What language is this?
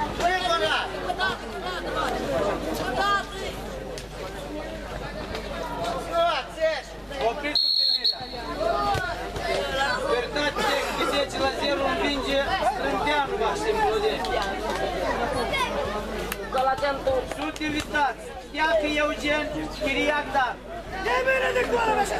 Romanian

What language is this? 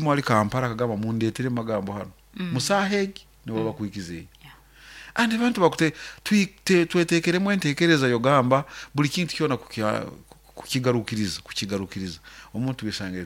Nyoro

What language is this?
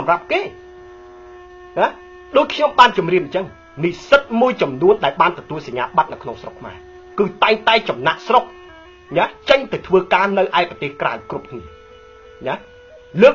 Khmer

